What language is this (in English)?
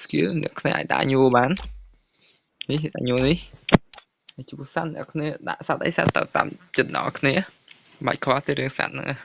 Khmer